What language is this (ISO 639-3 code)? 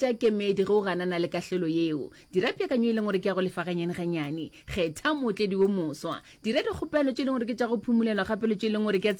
nso